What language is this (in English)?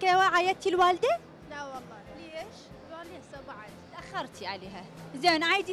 Mesopotamian Arabic